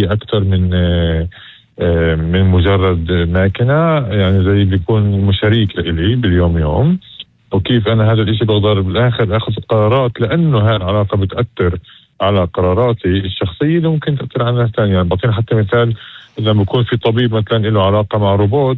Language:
North Levantine Arabic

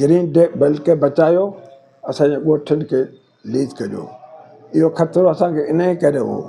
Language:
Sindhi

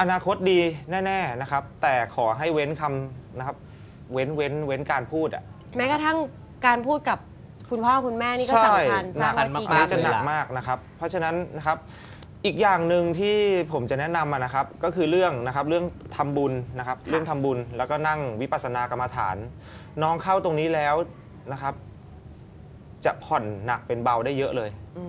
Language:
Thai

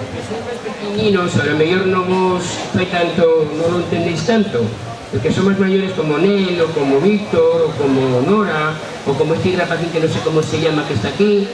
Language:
Asturian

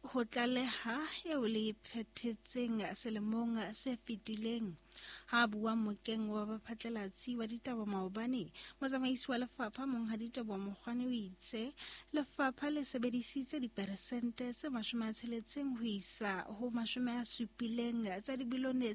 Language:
Southern Sotho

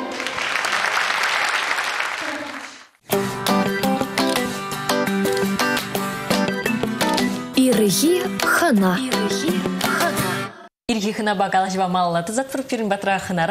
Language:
Chuvash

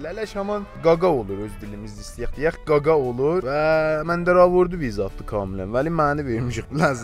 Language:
South Azerbaijani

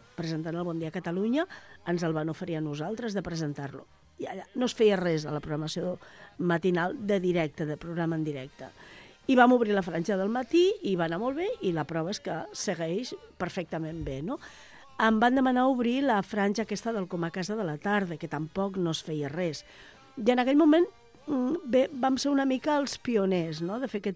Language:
Catalan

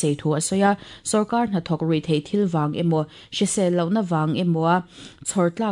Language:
Mizo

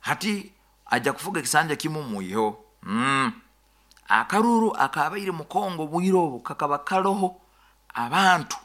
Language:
Nyoro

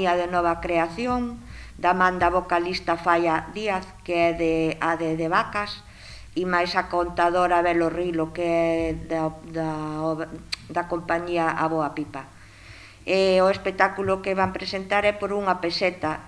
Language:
Galician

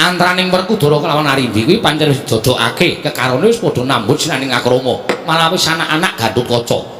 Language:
Javanese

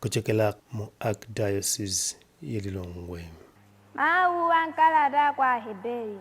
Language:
Nyanja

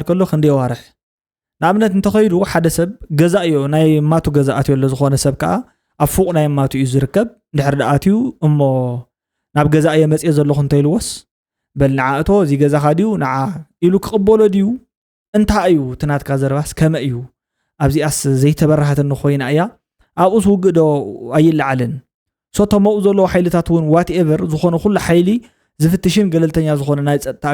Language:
Tigrinya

